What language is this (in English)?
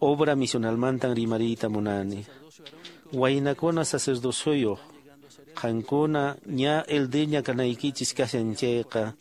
Quechua